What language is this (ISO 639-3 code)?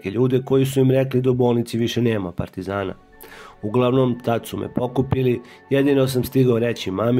srp